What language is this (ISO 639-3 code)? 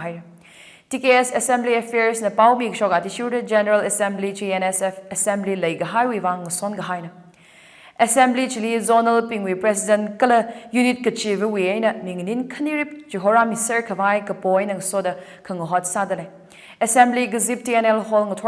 nmf